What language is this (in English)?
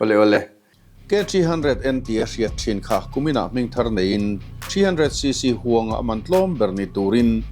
Mizo